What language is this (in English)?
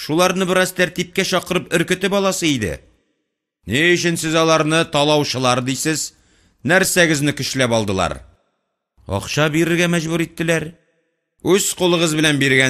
Tatar